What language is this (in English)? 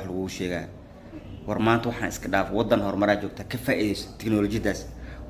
Somali